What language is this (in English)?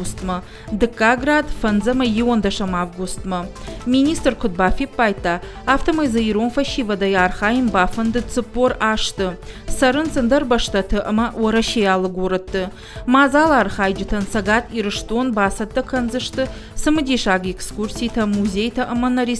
Ossetic